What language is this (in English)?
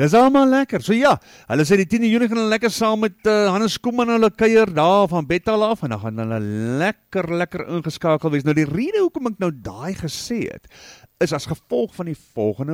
Afrikaans